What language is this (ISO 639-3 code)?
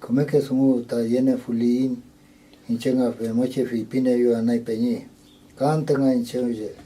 arn